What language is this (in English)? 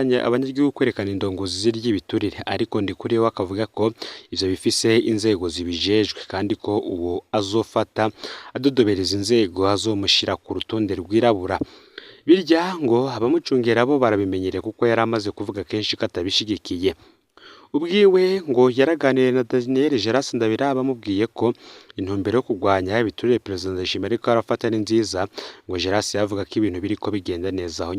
Rundi